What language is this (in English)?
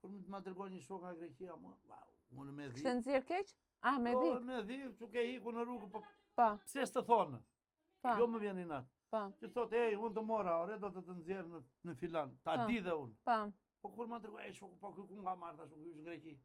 Albanian